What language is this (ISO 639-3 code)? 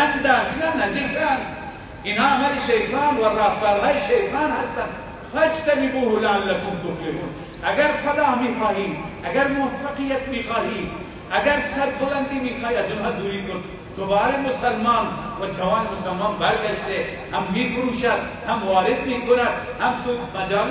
fas